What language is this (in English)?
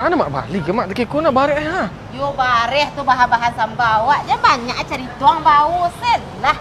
Minangkabau